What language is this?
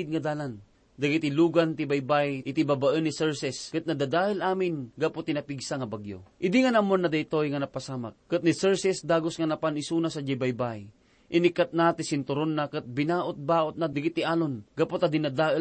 Iloko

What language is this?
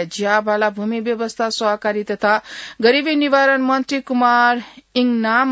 Newari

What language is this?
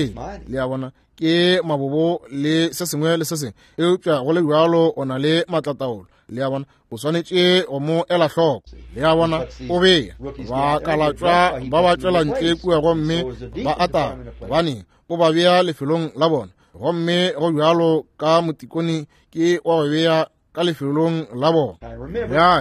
Northern Sotho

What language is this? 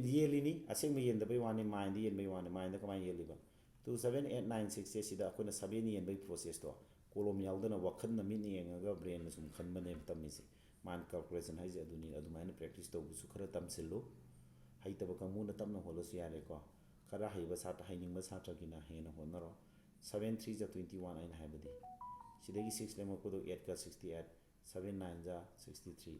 Manipuri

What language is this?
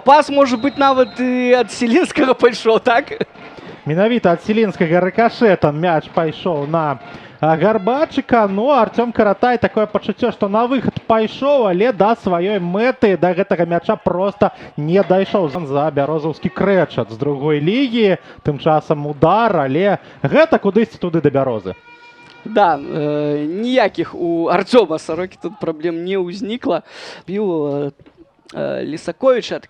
Belarusian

